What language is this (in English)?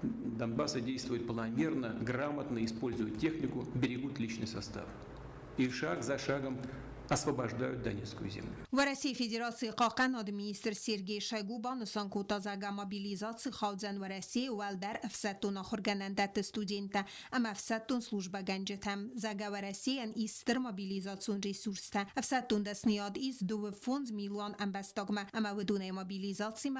Ossetic